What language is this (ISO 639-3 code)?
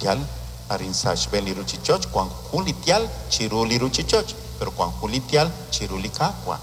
kek